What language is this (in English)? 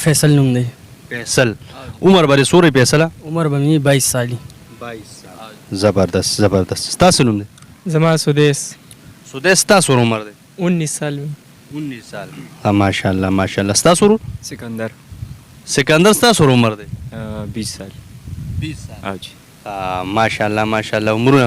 Pashto